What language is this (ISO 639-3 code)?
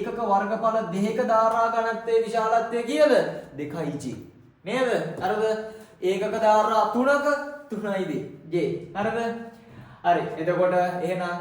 sin